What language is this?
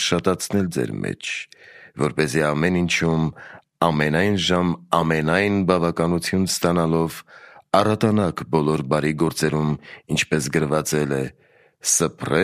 Armenian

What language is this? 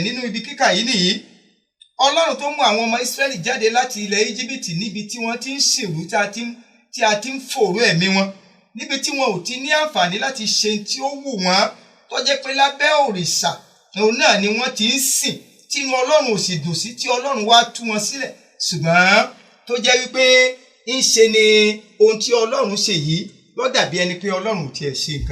Yoruba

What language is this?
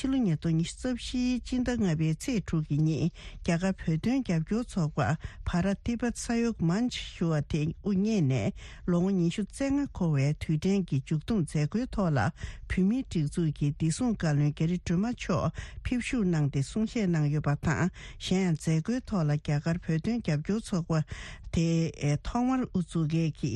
Tibetan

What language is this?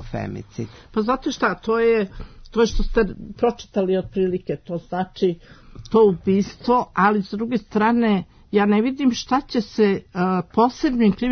Serbian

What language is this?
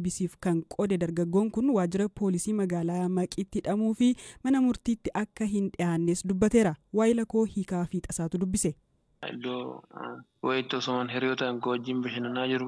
Oromo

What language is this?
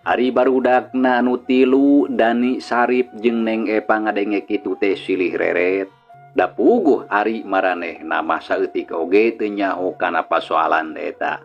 Sundanese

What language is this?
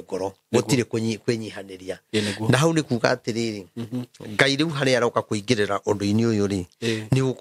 Kikuyu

